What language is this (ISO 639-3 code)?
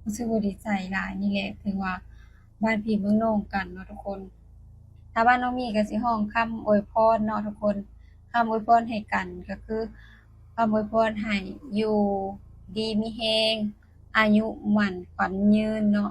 lao